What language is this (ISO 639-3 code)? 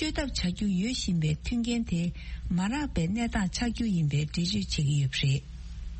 bod